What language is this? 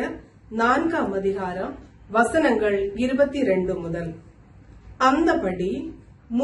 Tamil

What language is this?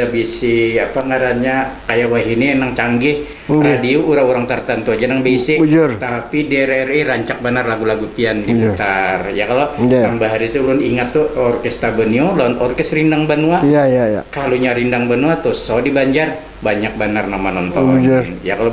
Banjar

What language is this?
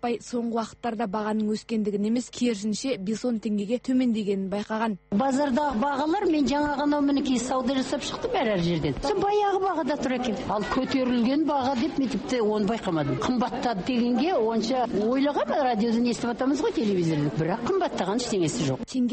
Kazakh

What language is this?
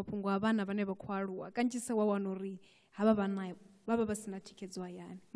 Venda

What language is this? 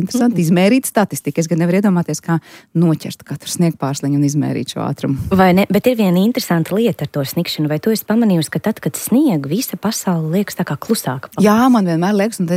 Latvian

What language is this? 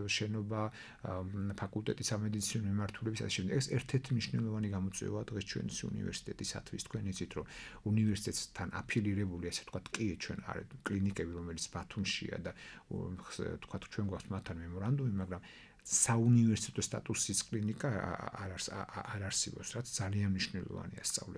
Georgian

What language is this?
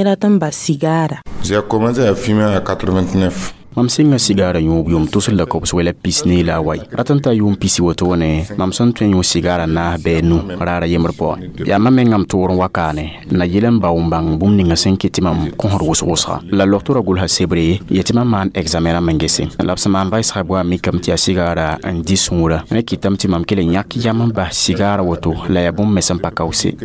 Mossi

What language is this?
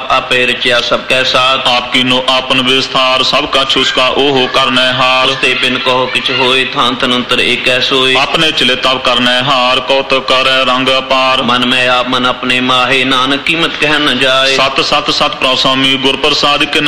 Punjabi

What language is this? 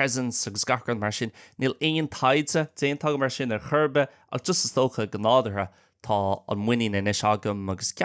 Irish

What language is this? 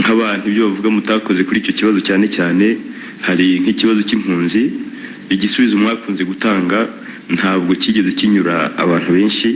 Kinyarwanda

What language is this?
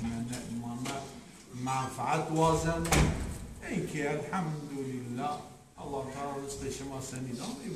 Zaza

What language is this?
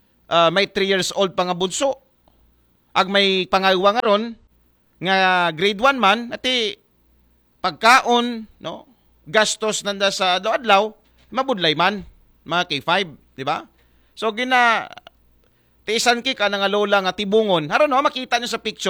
Aklanon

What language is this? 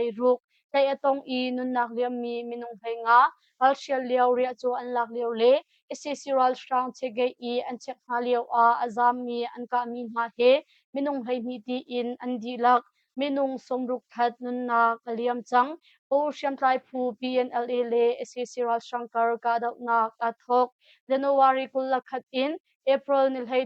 Hakha Chin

